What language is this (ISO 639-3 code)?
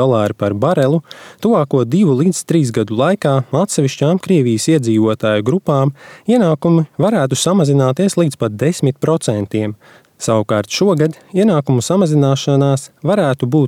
lav